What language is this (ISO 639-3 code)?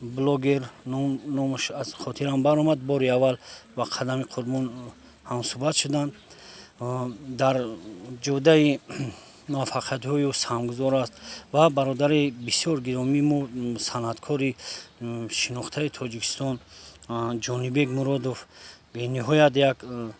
tgk